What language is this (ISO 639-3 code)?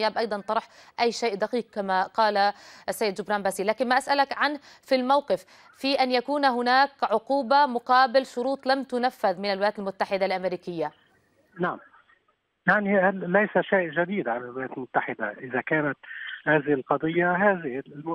ara